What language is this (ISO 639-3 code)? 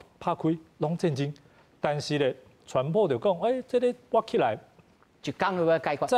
nan